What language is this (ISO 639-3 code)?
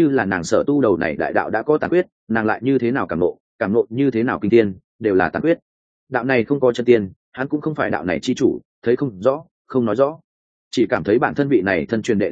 vie